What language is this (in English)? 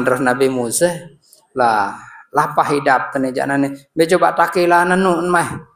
Sasak